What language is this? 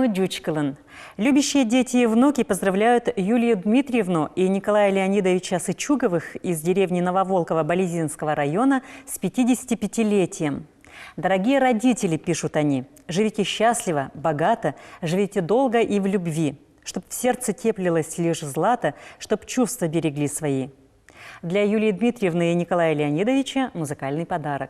Udmurt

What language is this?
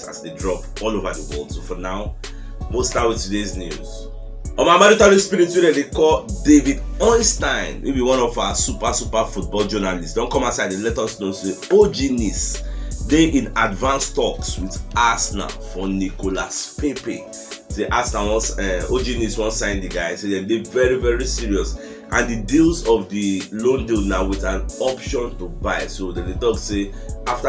Nigerian Pidgin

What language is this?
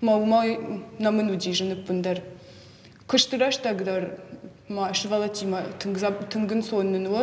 Ossetic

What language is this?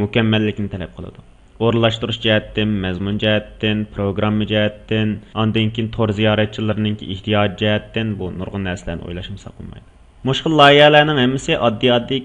Uyghur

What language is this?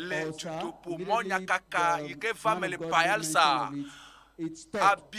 Ewe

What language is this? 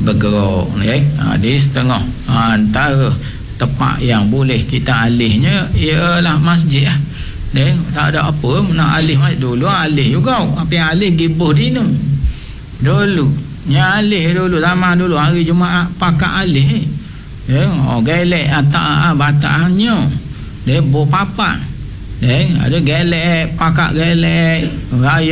Malay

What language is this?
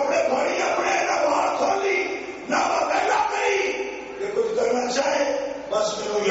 Urdu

